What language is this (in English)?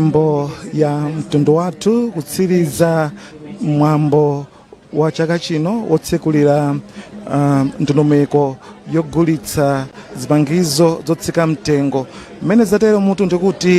Nyanja